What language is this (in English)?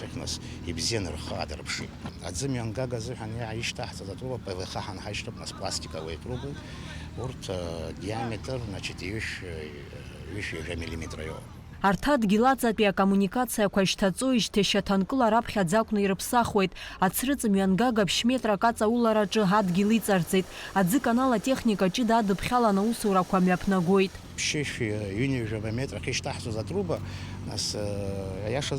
Abkhazian